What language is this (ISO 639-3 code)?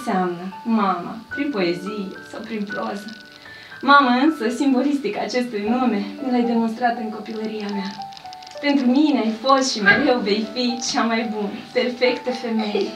ron